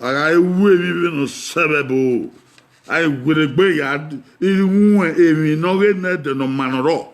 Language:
Bini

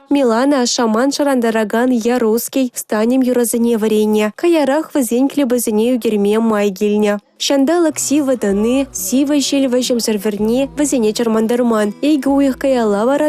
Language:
Chuvash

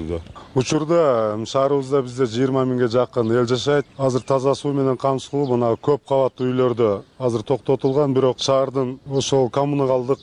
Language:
Kyrgyz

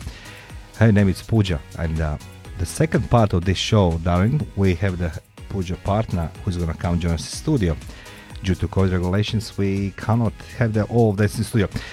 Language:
English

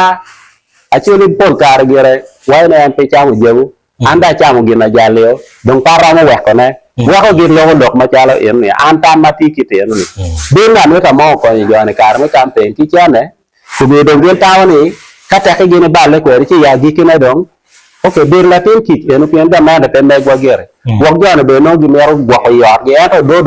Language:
Acoli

